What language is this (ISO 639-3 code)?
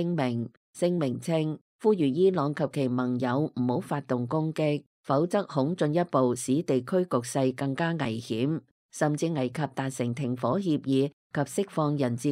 yue